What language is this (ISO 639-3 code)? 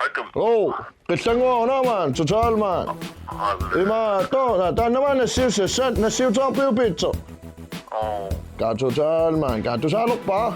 kal